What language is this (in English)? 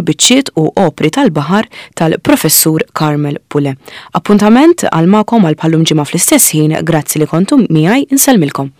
Maltese